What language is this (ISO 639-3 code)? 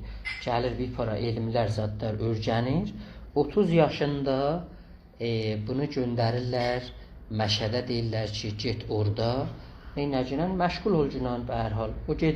azb